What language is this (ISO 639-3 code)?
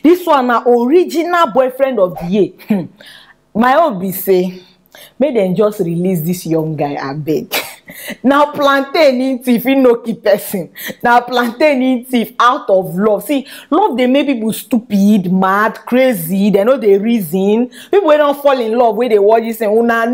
pcm